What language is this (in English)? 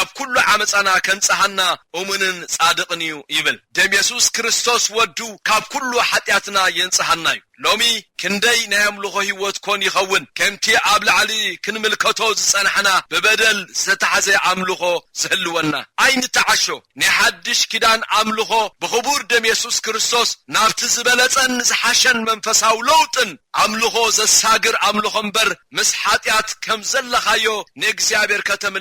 Tigrinya